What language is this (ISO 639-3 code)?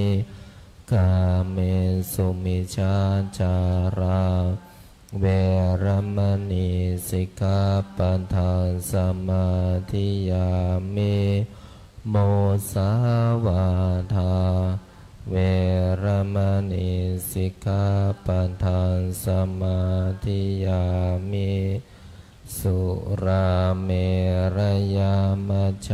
pli